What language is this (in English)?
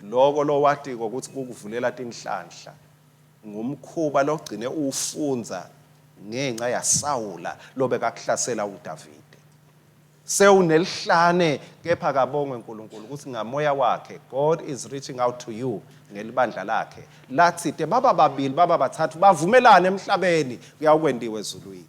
Swati